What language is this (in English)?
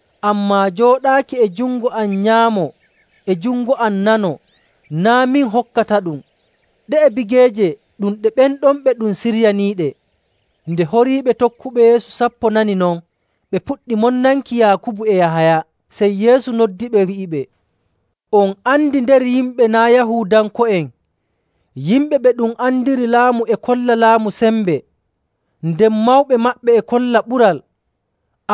Nigerian Fulfulde